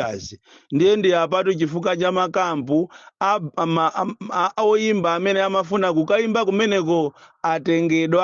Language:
Nyanja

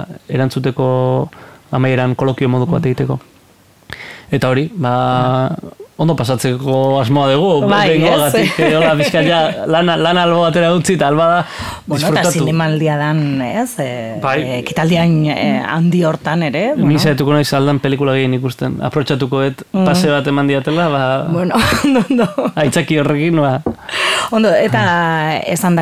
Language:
Basque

